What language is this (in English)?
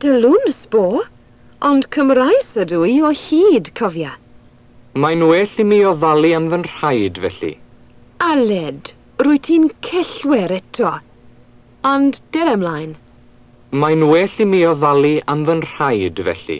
Welsh